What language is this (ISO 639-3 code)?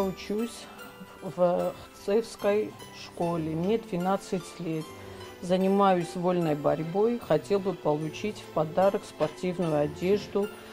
oss